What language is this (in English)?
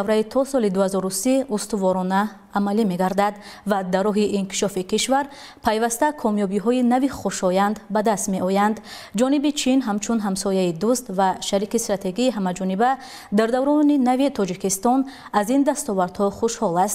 Tajik